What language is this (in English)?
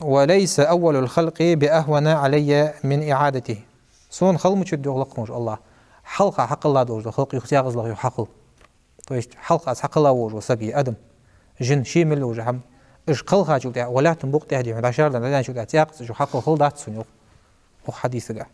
Ingush